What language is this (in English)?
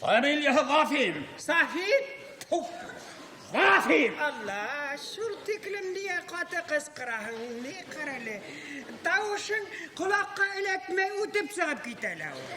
Bashkir